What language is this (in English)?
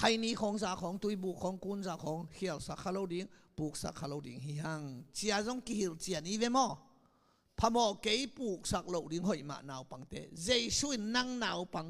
Tedim Chin